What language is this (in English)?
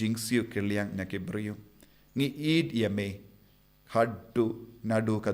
Khasi